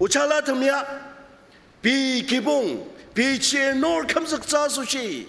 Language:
Ao Naga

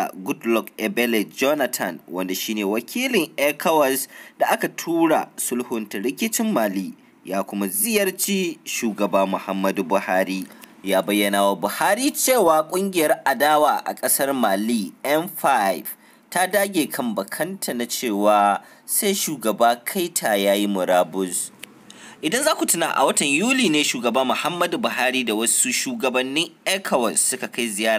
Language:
Hausa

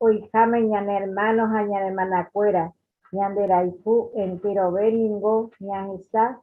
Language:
Guarani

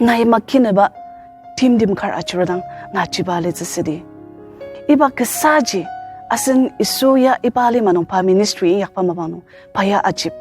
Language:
Ao Naga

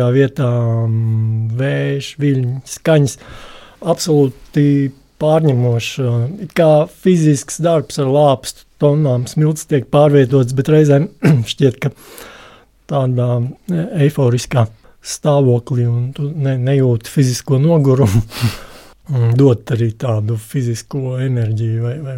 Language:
Latvian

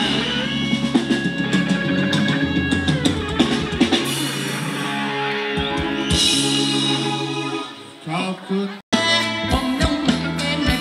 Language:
Thai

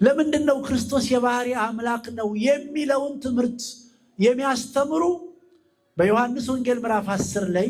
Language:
Amharic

